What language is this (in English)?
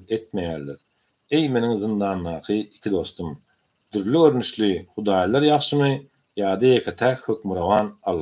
Turkmen